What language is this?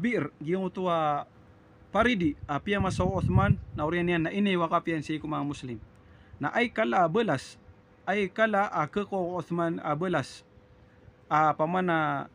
Maranao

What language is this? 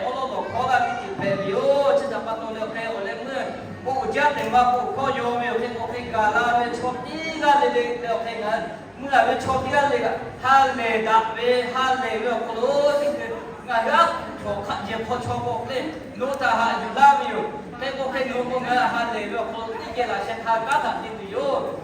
Lahu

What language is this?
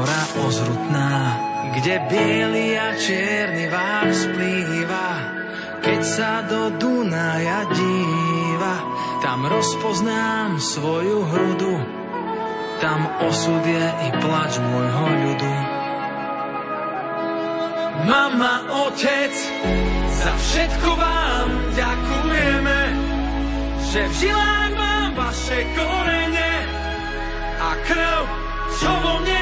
Slovak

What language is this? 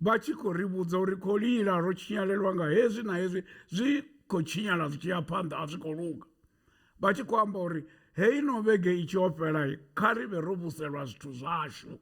Venda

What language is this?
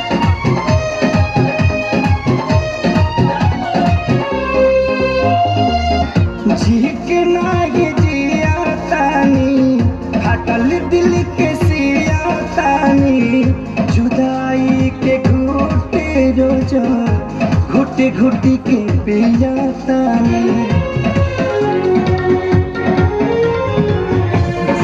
Bhojpuri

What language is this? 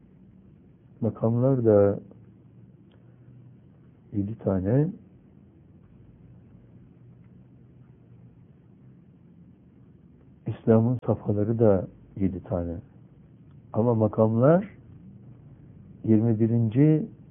Turkish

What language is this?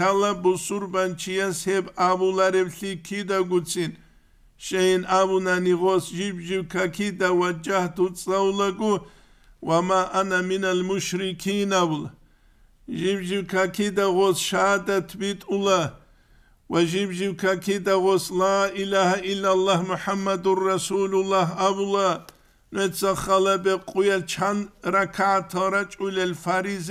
Avaric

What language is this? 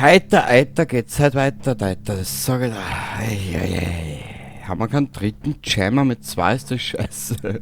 Bavarian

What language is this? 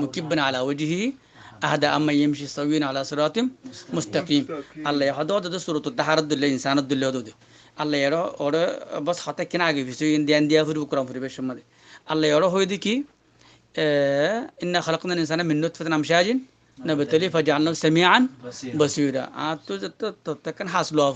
Rohingya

